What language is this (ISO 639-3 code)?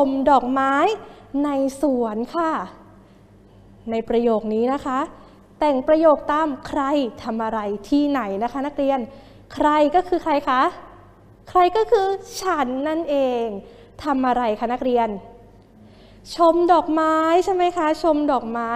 tha